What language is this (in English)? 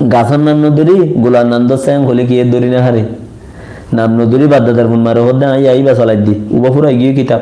Rohingya